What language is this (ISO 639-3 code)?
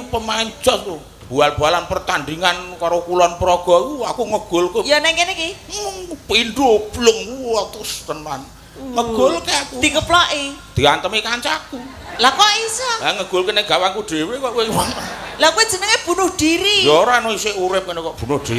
jav